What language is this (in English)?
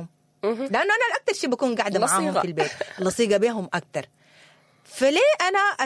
Sudanese Arabic